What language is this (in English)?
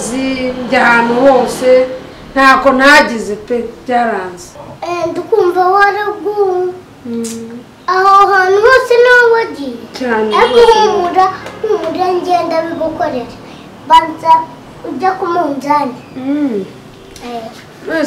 Kinyarwanda